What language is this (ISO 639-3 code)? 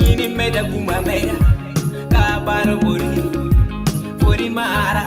ach